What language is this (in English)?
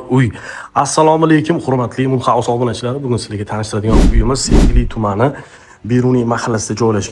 Uzbek